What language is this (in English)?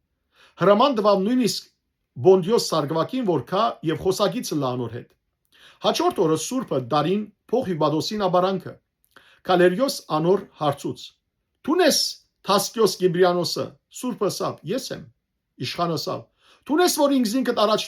Western Armenian